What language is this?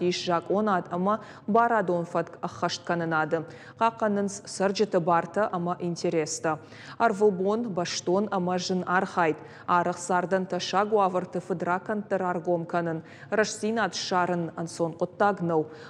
Ossetic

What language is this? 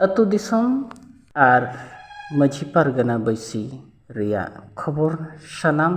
Santali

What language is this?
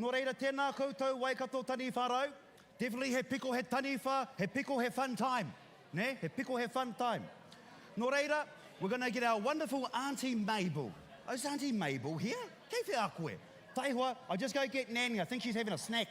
Māori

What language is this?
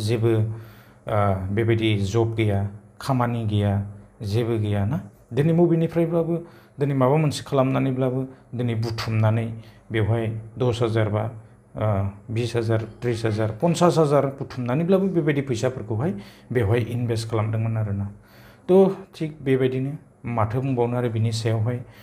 Bodo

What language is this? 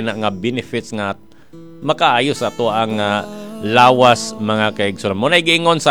Cebuano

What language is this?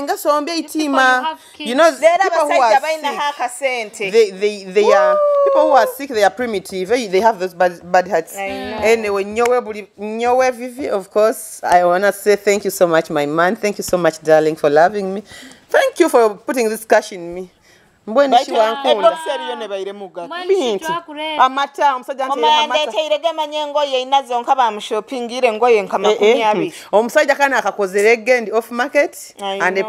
Nyoro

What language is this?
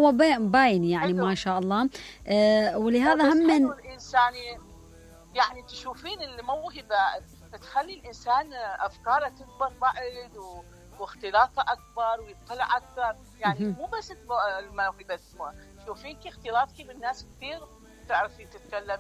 Mesopotamian Arabic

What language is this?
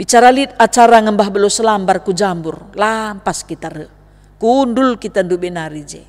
Batak Karo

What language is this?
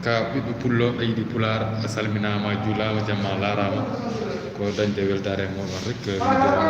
Fula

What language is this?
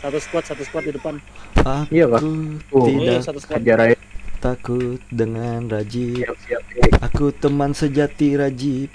Banjar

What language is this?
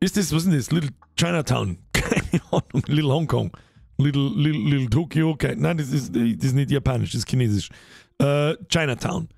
Bavarian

